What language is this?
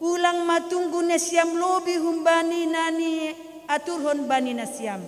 Batak Simalungun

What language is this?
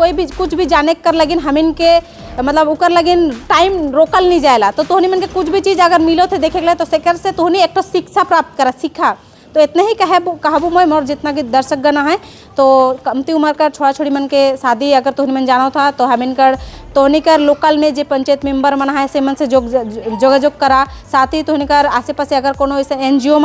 Sadri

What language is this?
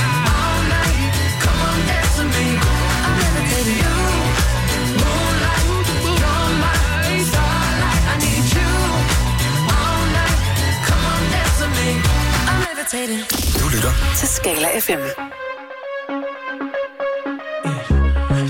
Danish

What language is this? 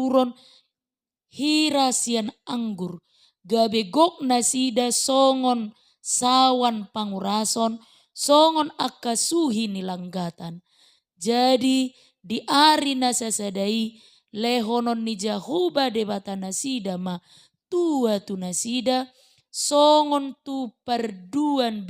Batak Toba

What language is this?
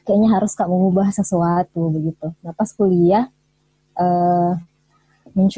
Indonesian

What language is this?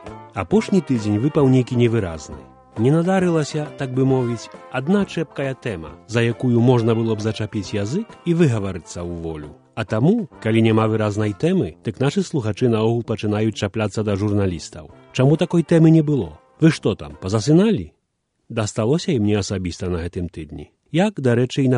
Belarusian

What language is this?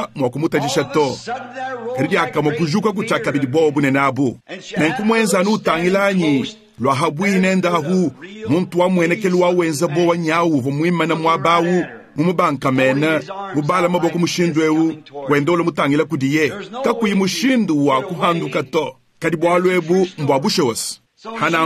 Luba-Lulua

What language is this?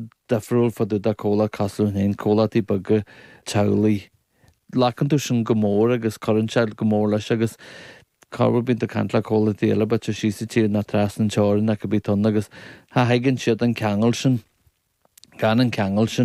Irish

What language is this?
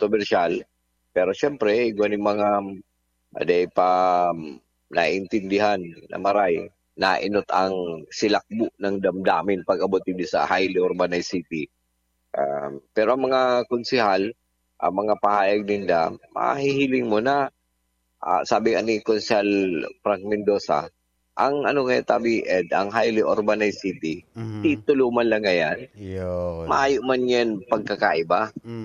Bikol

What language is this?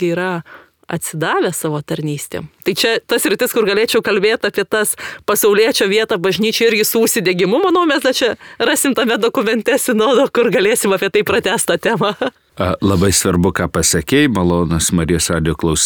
Lithuanian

